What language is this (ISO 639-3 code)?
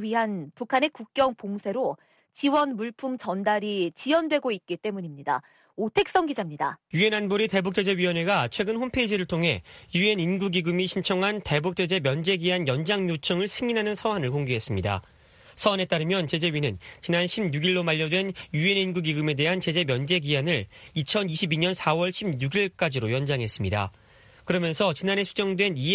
kor